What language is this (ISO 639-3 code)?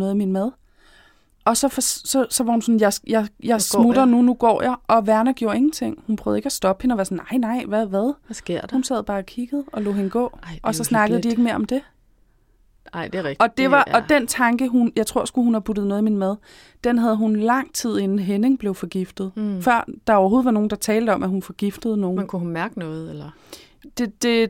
dan